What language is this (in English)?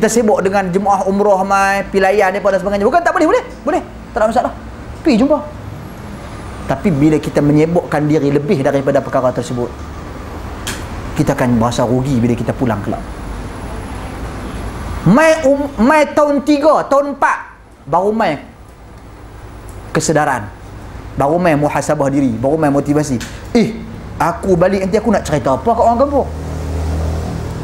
Malay